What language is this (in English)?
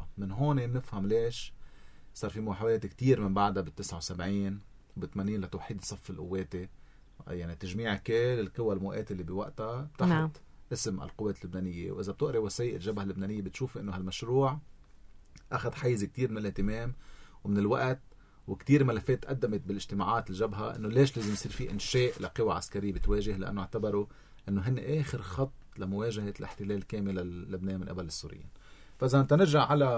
North Levantine Arabic